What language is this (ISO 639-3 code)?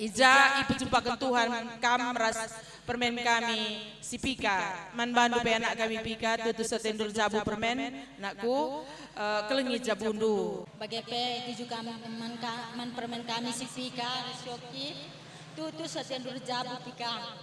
btx